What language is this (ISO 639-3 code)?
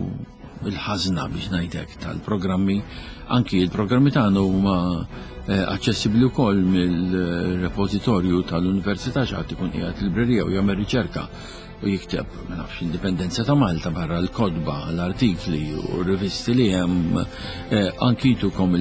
mlt